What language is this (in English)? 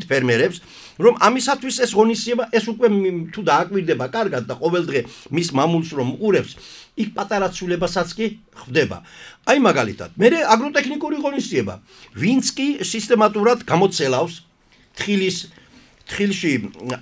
Georgian